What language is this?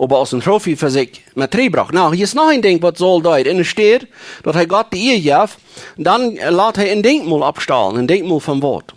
Plautdietsch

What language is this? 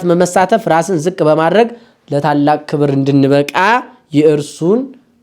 Amharic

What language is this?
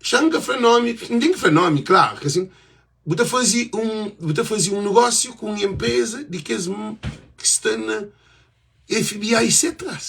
Kabuverdianu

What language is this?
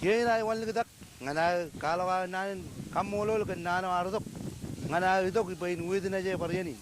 Marshallese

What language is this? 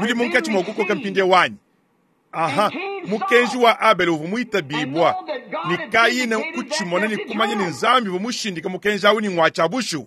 Luba-Lulua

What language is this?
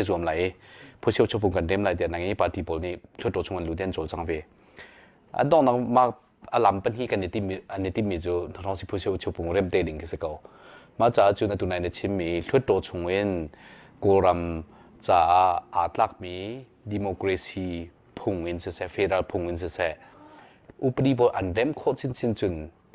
Hakha Chin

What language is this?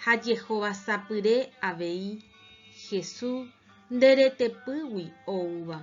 Guarani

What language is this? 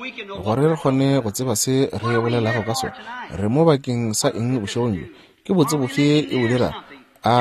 Northern Sotho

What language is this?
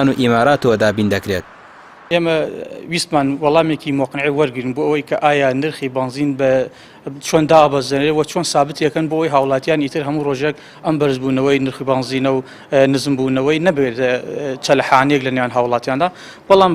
Central Kurdish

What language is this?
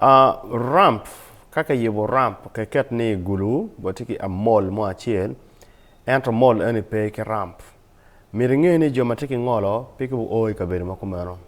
Acoli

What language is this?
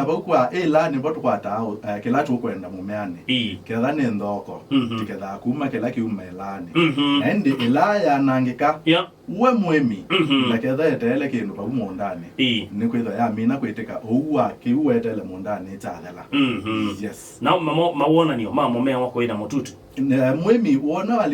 Kamba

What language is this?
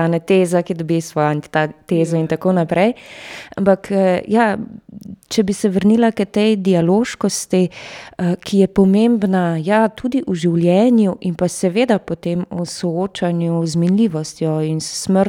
Slovenian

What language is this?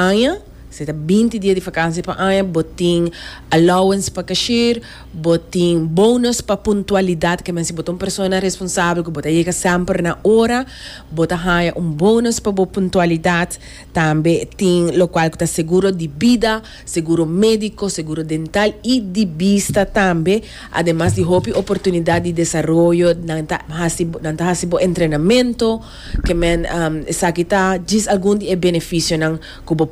Papiamento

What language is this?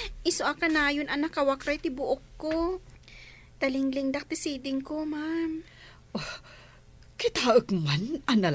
Iloko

